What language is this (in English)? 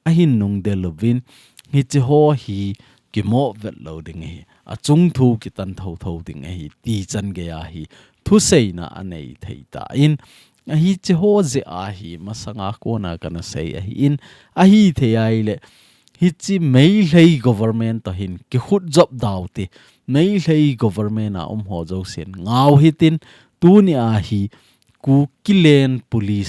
Thado Chin